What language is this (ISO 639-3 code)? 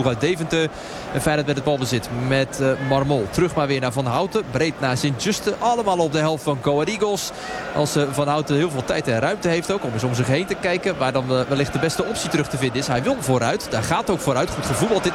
nld